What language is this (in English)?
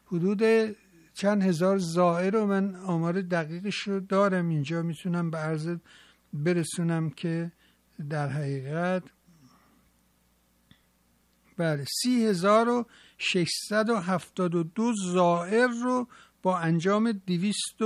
Persian